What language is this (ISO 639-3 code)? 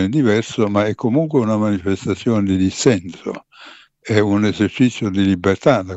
ita